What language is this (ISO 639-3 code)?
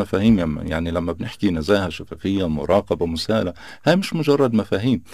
apc